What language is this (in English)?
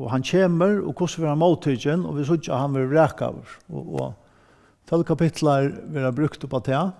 Faroese